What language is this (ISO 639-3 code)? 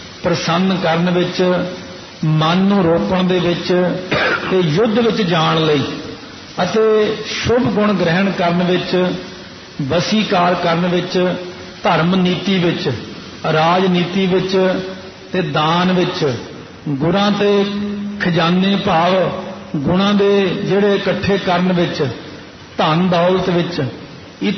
pan